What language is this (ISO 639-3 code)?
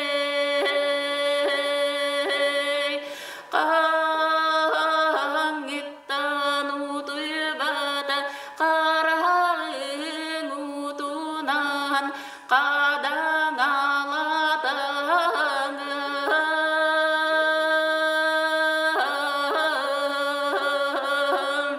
sah